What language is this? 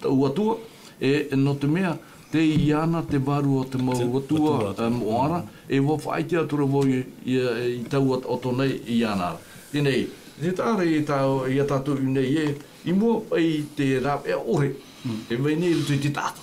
Tahitian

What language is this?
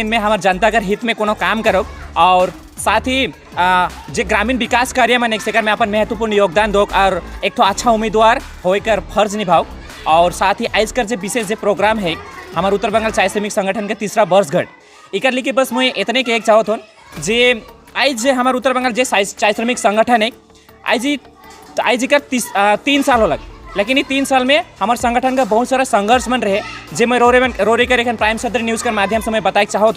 Sadri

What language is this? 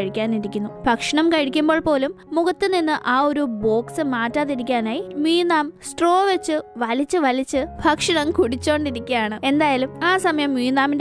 Malayalam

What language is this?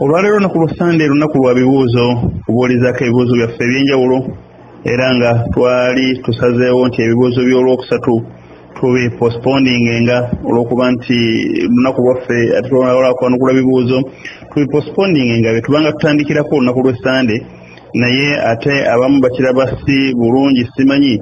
Ganda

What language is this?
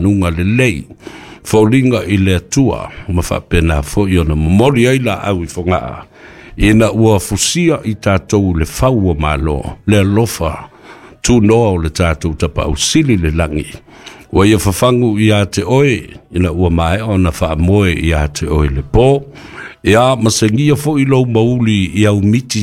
Samoan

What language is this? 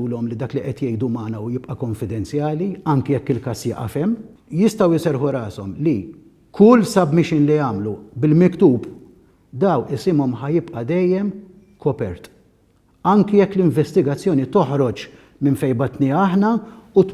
Maltese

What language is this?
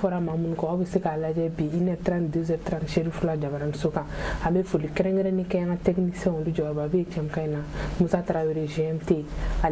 Bambara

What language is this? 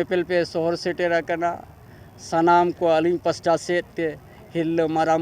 Santali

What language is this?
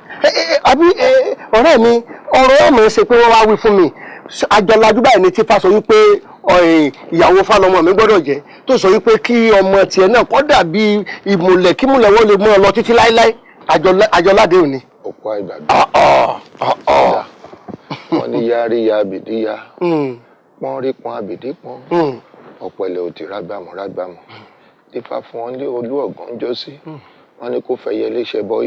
Yoruba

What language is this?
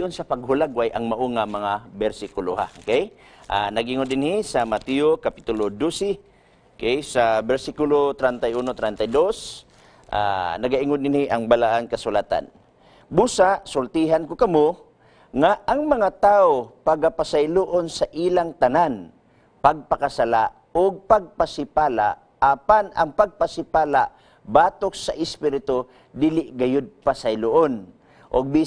Cebuano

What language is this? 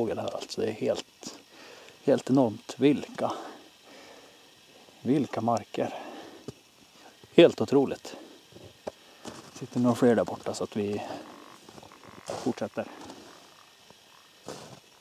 Swedish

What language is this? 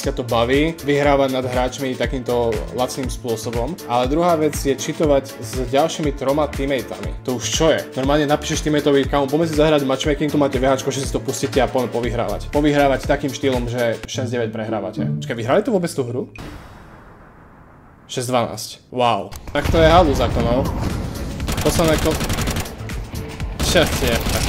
Slovak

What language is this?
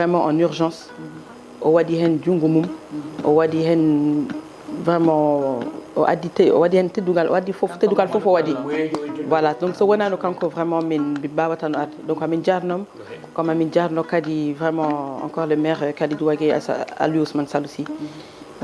Fula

